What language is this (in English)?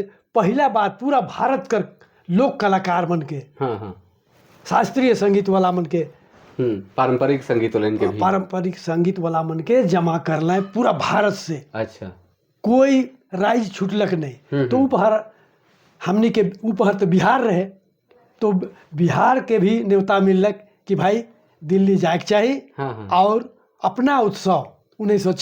Sadri